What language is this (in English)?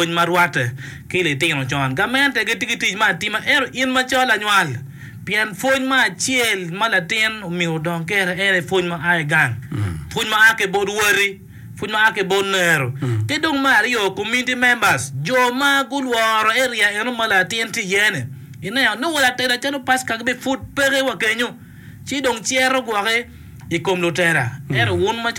Acoli